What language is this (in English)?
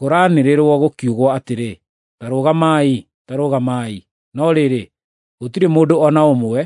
Kikuyu